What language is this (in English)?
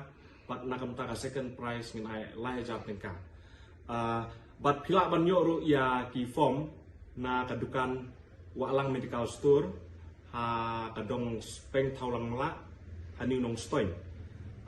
Khasi